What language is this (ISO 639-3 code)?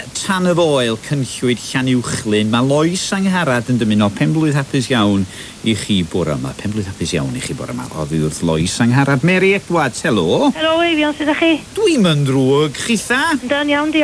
cym